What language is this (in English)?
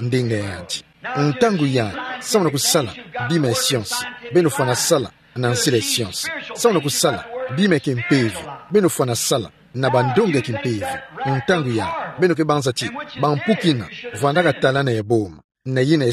Kituba (Democratic Republic of Congo)